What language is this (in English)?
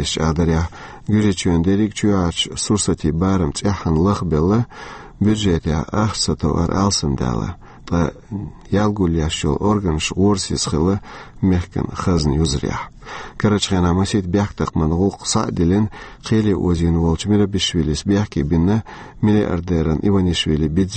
Chechen